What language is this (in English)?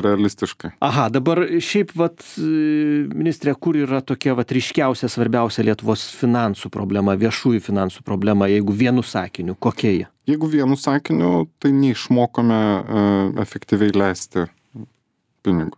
Lithuanian